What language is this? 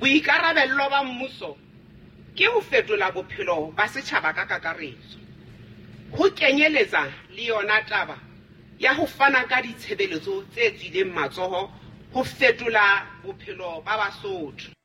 Southern Sotho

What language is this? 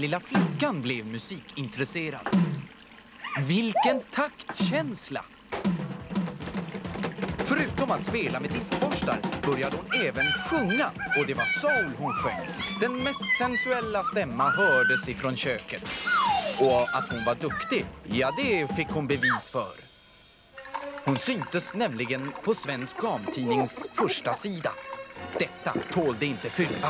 Swedish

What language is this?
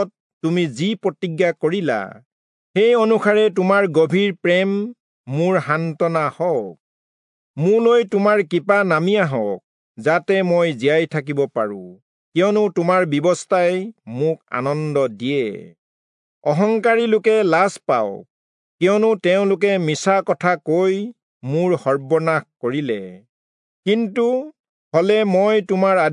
Assamese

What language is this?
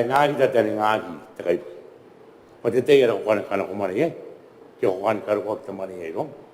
Gilbertese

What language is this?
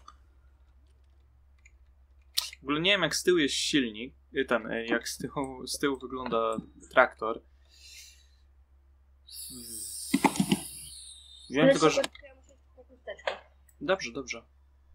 Polish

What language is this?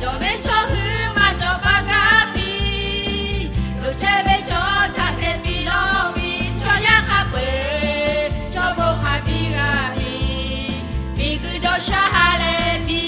Lahu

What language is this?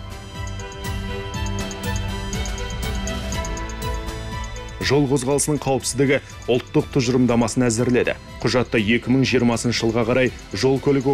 Kazakh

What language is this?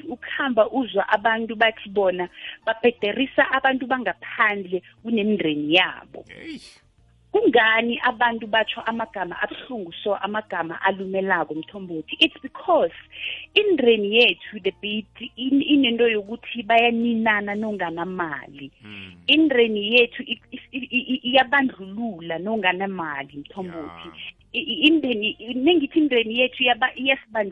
South Ndebele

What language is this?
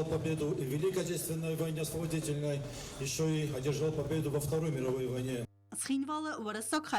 Ossetic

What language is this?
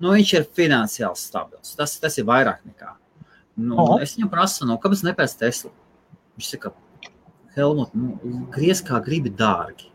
Latvian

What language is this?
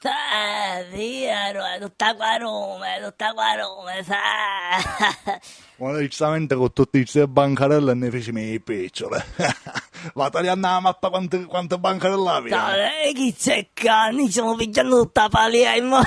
Sicilian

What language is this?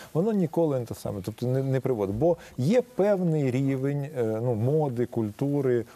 Ukrainian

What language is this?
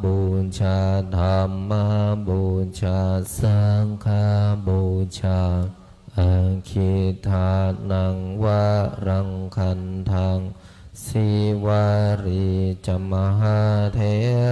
Pali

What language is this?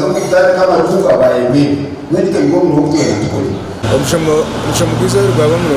Nyankole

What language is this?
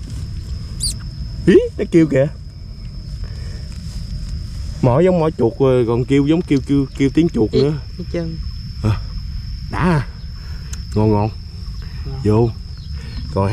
Vietnamese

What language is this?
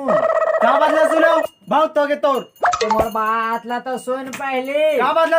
Chhattisgarhi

